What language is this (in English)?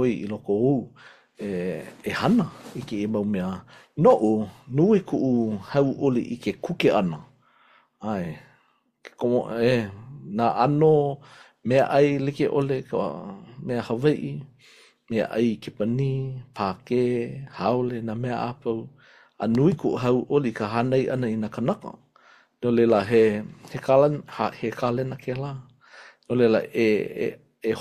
Hawaiian